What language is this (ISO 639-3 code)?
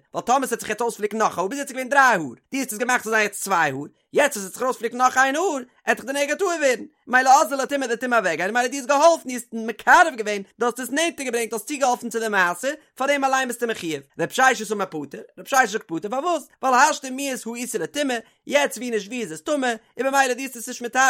yid